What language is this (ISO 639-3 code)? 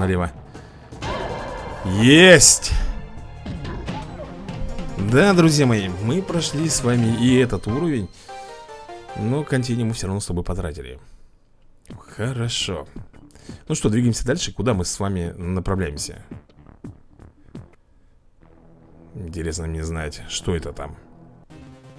rus